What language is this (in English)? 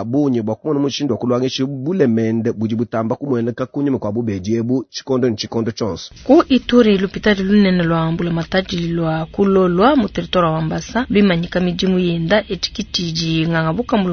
Luba-Lulua